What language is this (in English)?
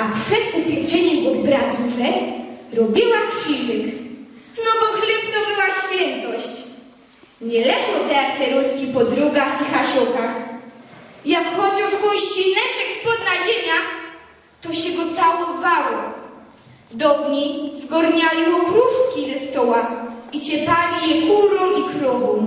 Silesian